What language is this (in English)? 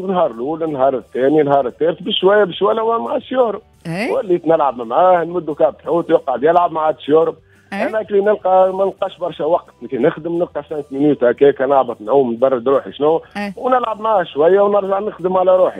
Tunisian Arabic